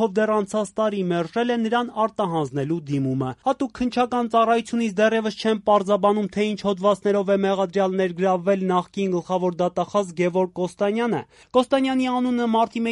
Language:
Armenian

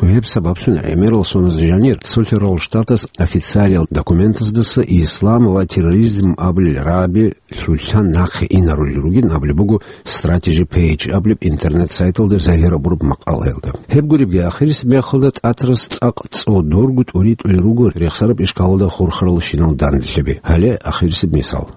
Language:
Avaric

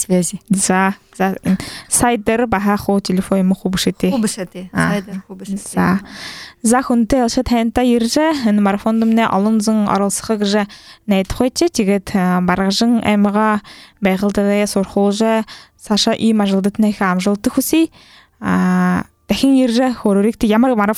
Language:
Buriat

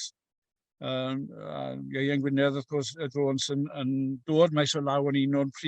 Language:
Welsh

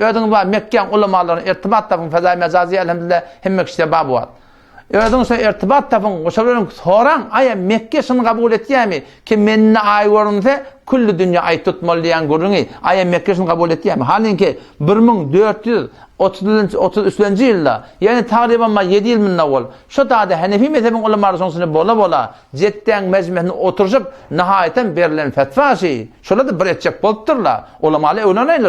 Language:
Turkmen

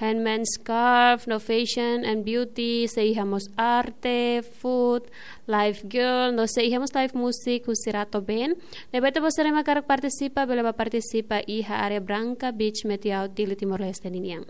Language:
Tetum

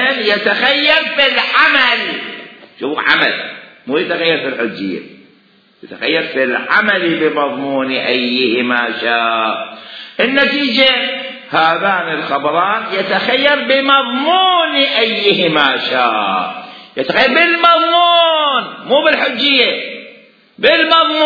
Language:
Mesopotamian Arabic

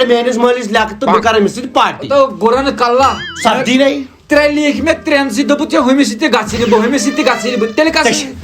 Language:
Kashmiri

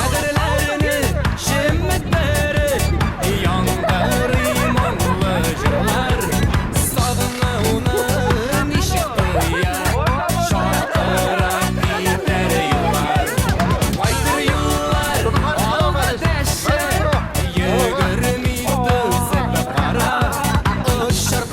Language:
Bashkir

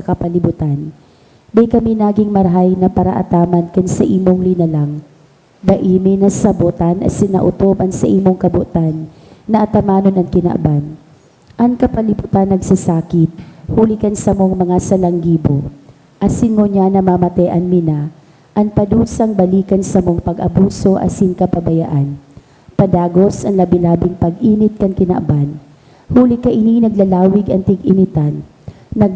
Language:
Bikol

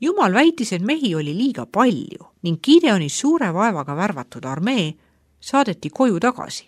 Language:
Estonian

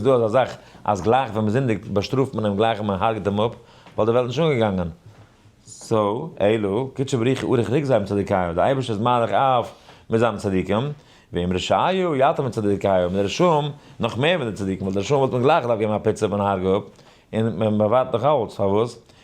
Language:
Yiddish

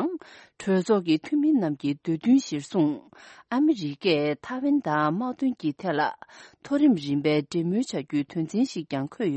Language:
Tibetan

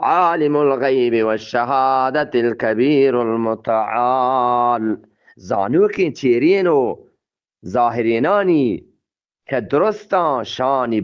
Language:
Eastern Balochi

